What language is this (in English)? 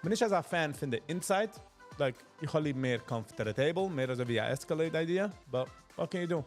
Yiddish